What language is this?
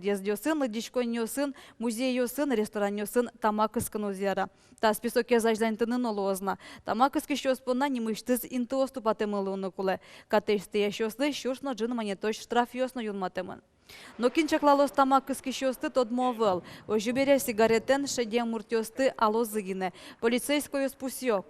Udmurt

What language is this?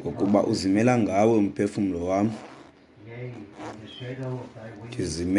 Xhosa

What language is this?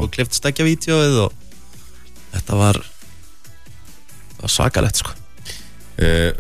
Icelandic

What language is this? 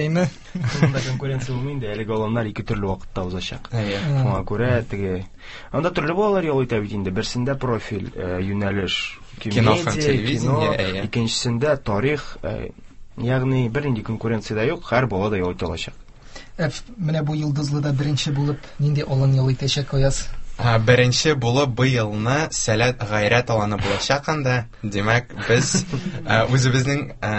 Tatar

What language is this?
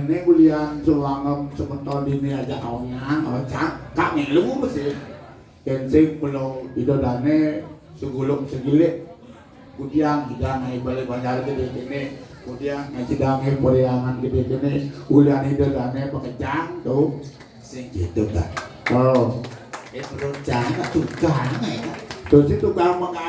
Balinese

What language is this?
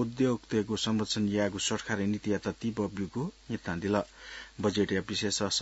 Newari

